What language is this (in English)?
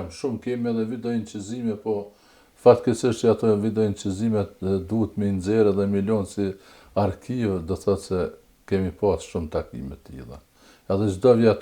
Albanian